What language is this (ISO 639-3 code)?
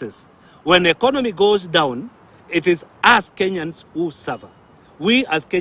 guz